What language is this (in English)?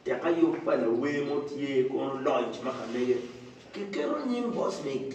Acoli